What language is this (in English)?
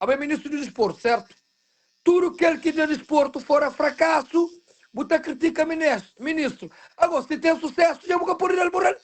Kabuverdianu